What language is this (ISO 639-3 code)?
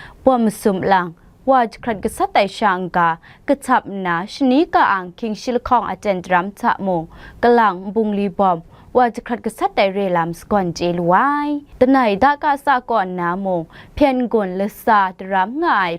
kac